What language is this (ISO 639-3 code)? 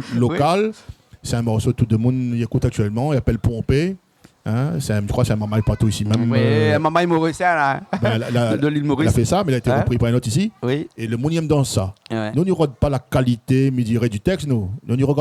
rcf